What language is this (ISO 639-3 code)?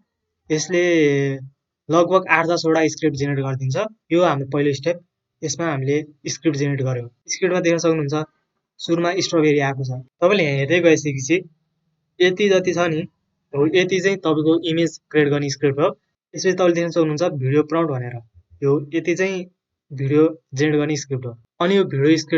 nep